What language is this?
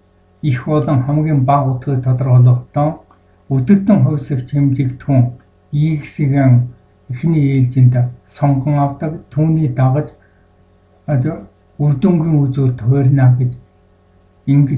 Mongolian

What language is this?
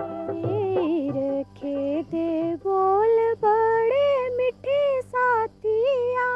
Dogri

